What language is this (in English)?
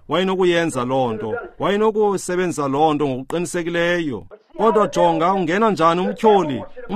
Xhosa